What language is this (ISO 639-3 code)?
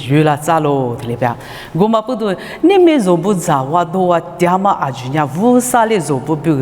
lis